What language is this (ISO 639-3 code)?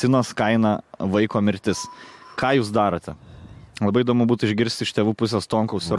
lit